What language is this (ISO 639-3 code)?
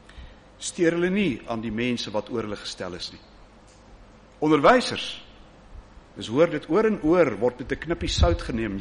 afr